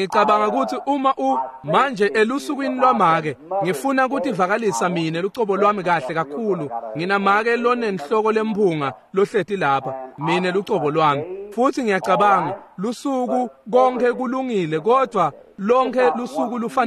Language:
Swati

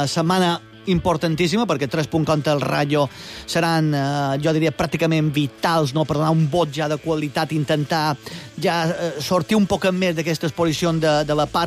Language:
Catalan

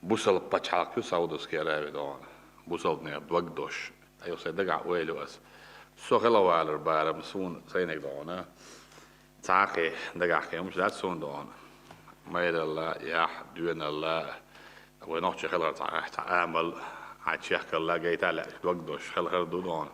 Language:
Chechen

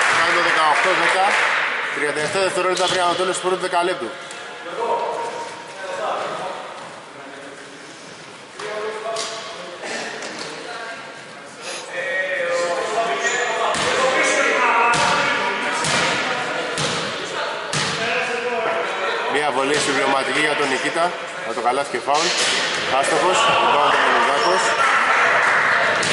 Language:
Greek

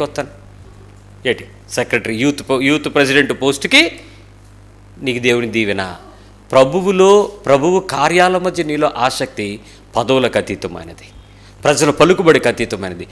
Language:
Telugu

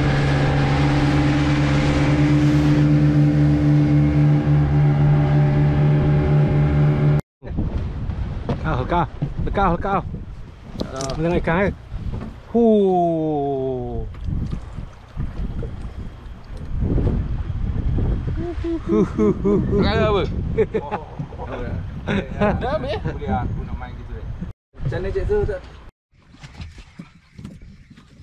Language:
Malay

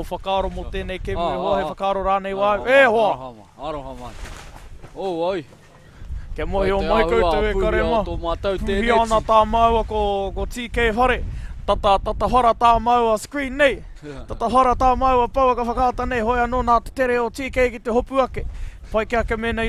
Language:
Māori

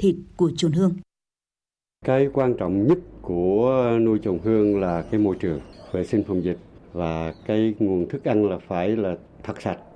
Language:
Vietnamese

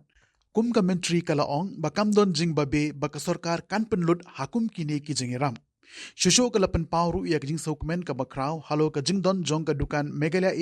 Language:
Khasi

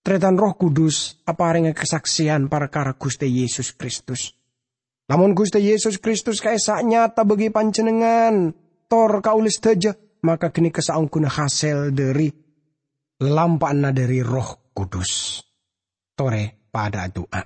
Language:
Madurese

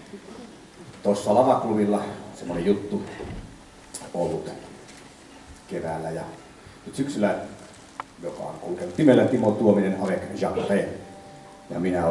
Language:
Finnish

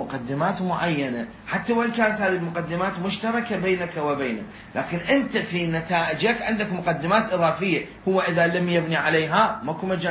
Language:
Mesopotamian Arabic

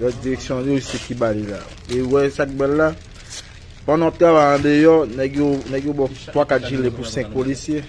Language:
Haitian Creole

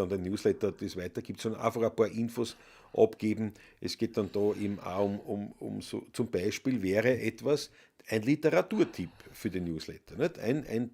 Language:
Bavarian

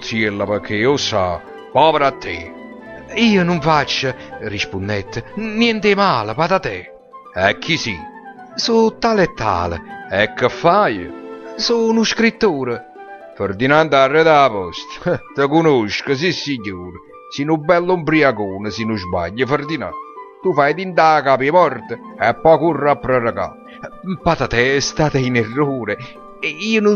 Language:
Neapolitan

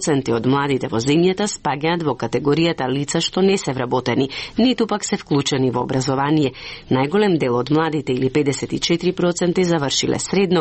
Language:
Macedonian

